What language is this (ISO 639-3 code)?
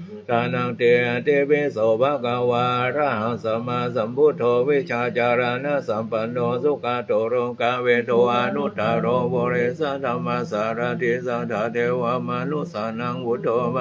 pli